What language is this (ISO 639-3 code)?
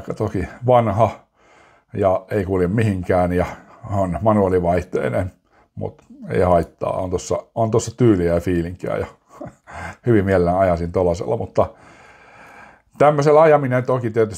fin